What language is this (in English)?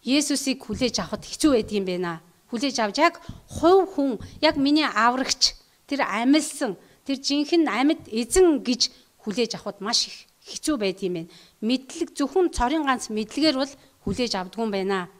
Mongolian